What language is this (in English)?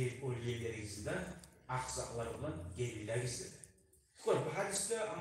Kumyk